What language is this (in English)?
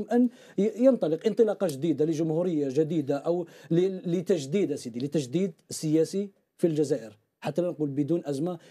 Arabic